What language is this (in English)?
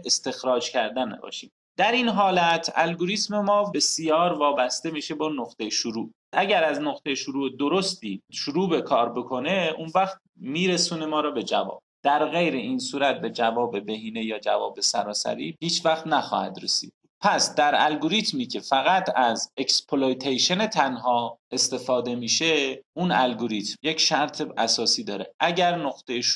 Persian